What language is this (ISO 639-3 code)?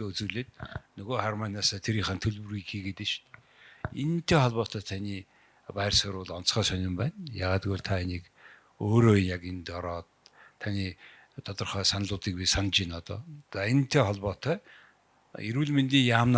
mon